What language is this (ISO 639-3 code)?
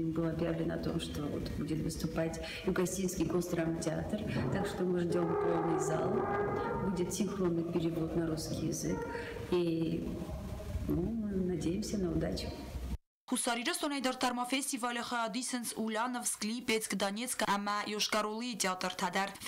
oss